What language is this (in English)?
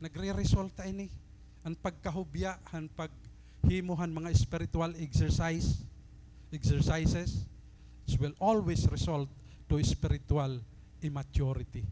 Waray